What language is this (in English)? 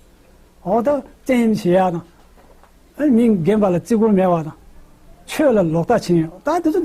Tibetan